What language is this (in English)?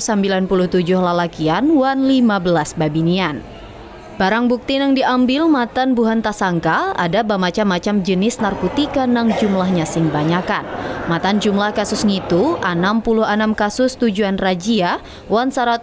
Banjar